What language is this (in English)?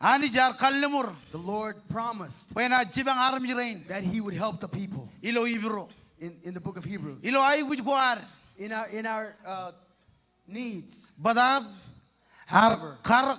Marshallese